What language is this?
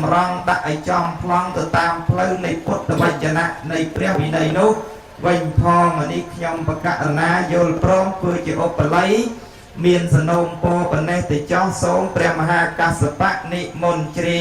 Khmer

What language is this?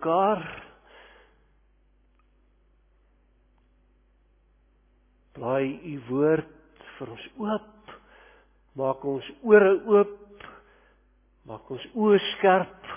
Afrikaans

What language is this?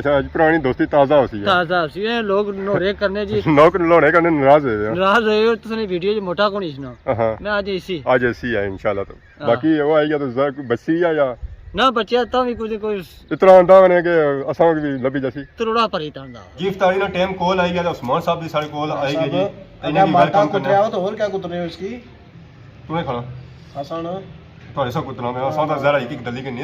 Pahari-Potwari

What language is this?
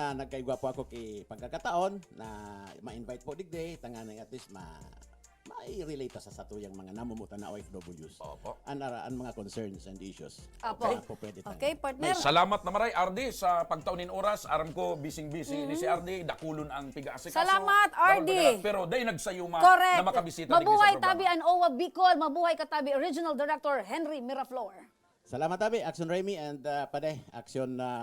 Bikol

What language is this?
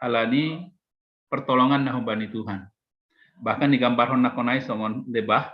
Batak Simalungun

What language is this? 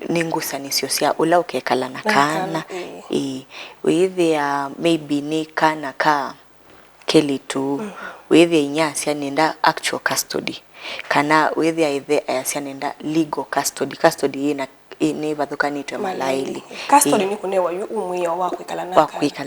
Kamba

